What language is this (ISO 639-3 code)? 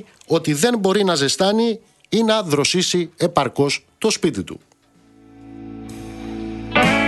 ell